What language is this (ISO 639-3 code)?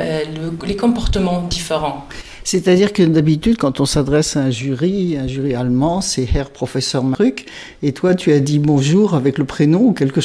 fra